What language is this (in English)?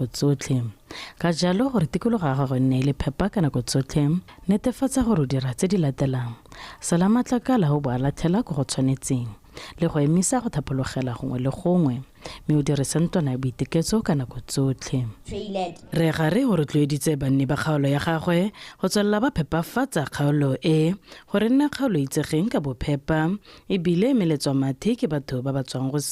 Tswana